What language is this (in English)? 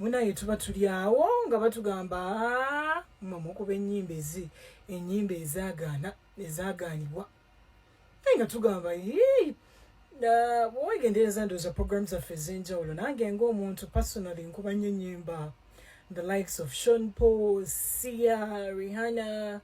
Ganda